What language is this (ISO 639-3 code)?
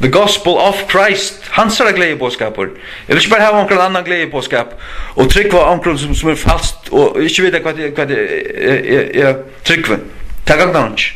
fao